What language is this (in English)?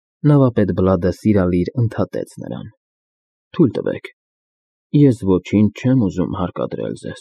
Armenian